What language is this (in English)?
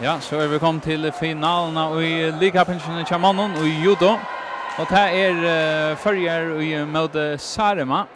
Faroese